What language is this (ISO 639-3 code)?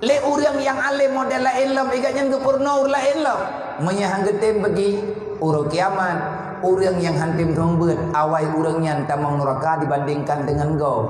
ace